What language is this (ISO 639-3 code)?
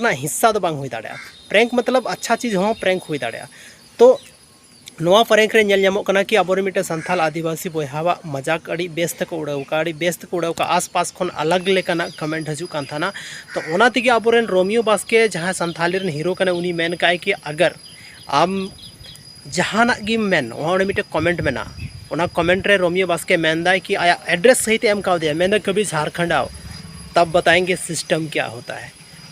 sat